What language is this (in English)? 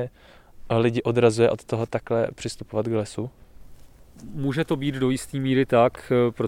Czech